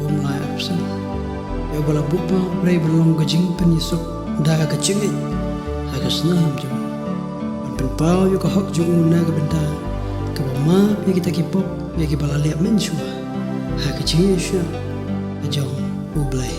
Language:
Khasi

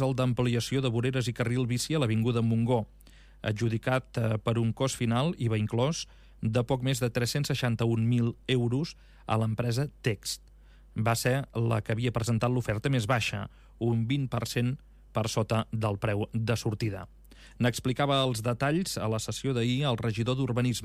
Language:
Catalan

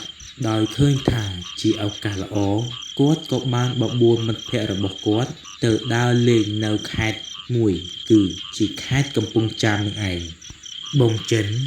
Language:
Khmer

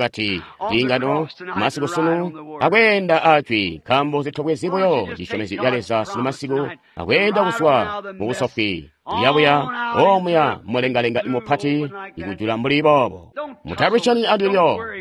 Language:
Tonga (Zambia)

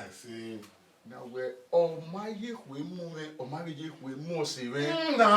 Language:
Bini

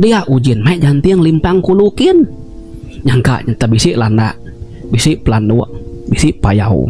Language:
Iban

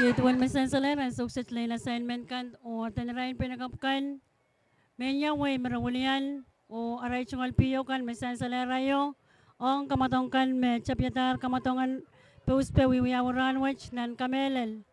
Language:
Pohnpeian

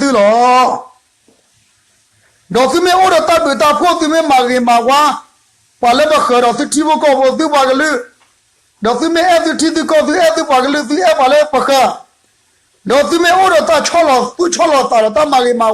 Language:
S'gaw Karen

